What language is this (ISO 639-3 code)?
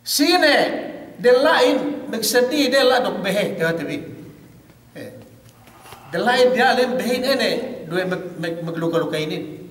yka